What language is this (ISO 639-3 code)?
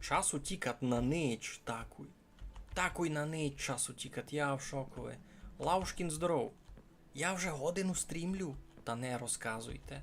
rue